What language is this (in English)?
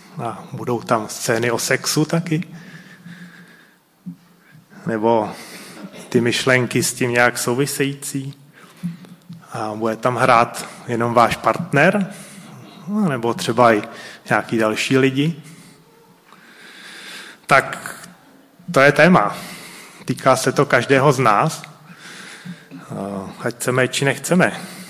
Czech